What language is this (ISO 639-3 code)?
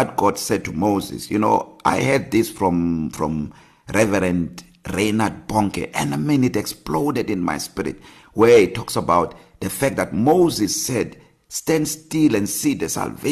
eng